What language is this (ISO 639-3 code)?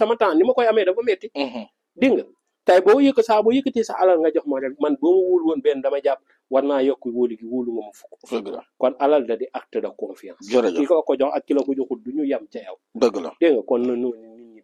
wol